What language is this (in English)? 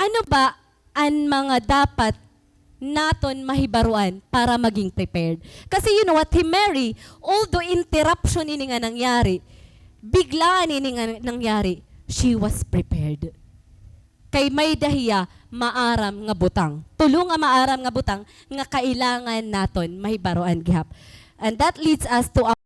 Waray